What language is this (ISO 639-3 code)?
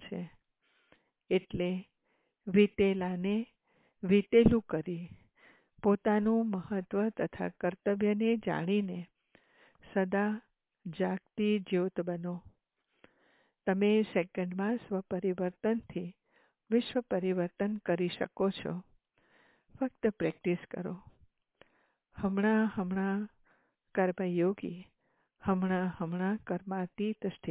guj